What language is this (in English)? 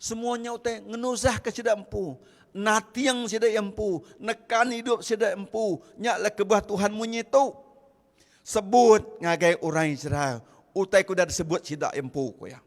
Iban